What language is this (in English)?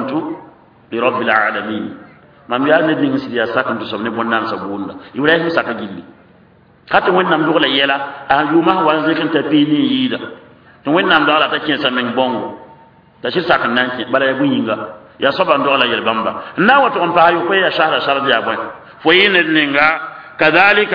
Mossi